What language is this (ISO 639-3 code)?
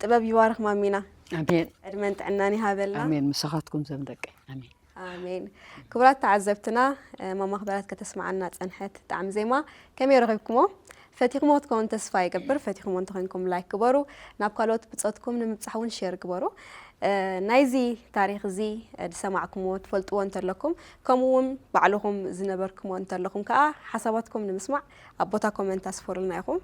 tir